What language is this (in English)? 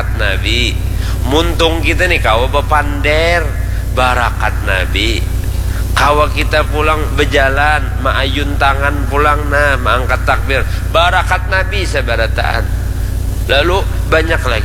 Banjar